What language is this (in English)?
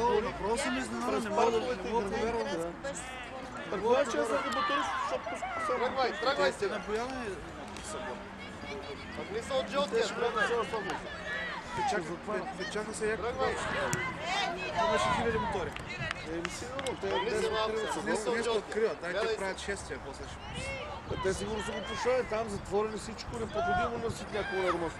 Bulgarian